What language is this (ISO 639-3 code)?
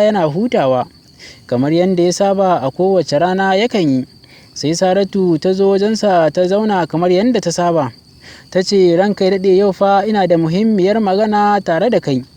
hau